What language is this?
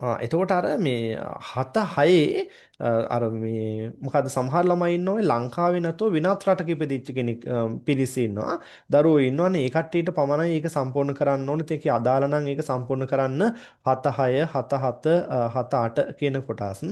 Sinhala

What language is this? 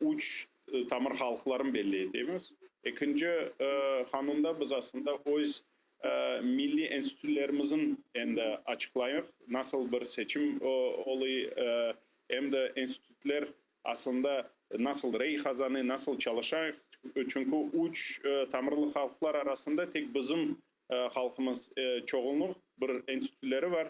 Crimean Tatar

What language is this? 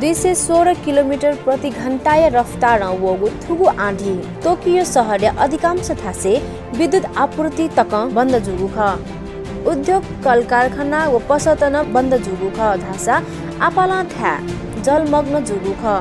Newari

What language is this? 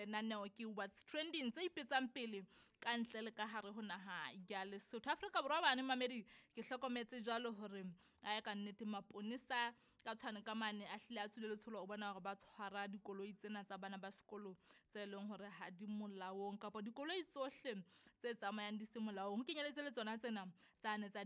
Southern Sotho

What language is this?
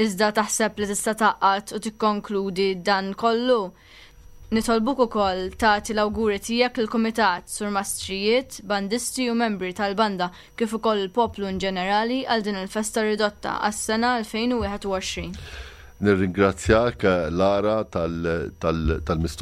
Maltese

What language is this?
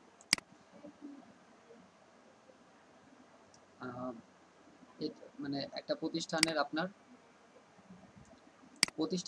Bangla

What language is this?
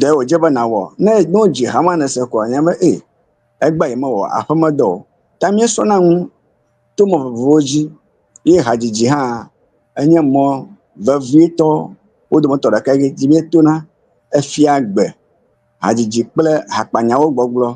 Ewe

